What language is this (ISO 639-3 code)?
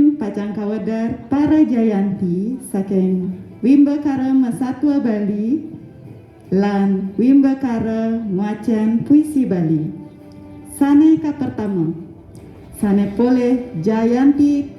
ban